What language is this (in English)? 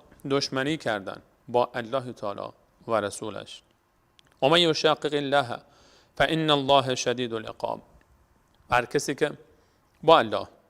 Persian